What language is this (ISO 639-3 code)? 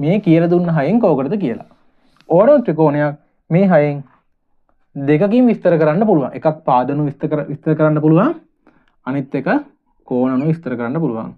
sin